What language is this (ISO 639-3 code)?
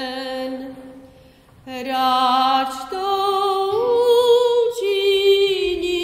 slk